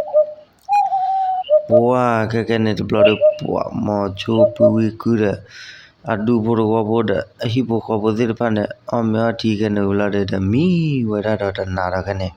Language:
S'gaw Karen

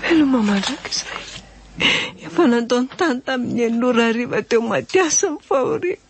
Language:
Malagasy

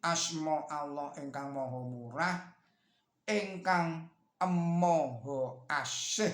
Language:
Javanese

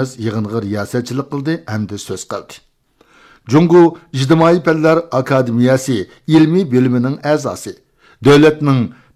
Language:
Uyghur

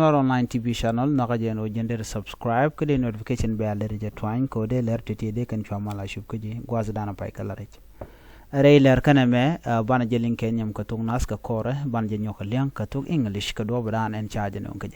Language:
Nuer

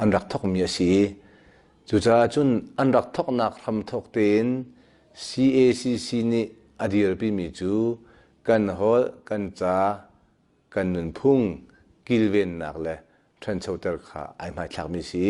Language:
Hakha Chin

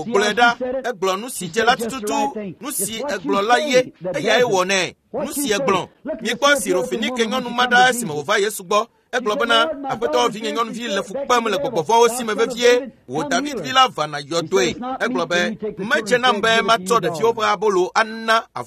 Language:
Ewe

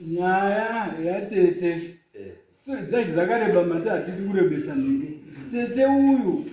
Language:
Shona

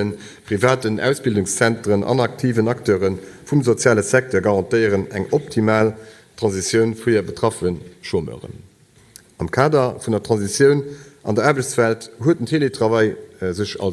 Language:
Luxembourgish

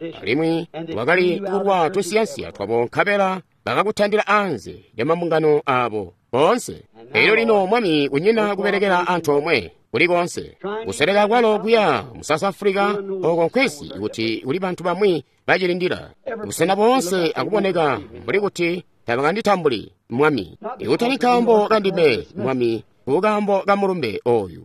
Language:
Tonga (Zambia)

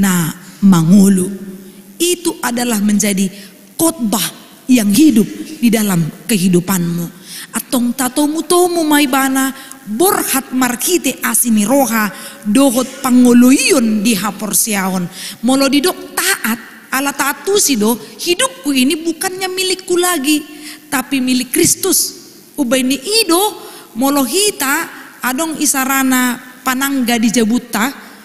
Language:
Batak Toba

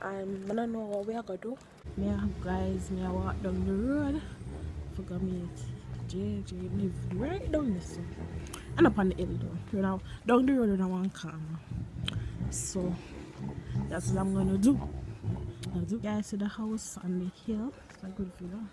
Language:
Jamaican Creole English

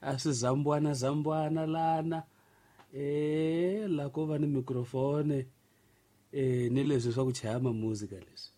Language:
Tsonga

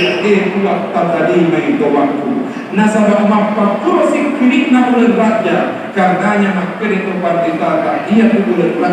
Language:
Buginese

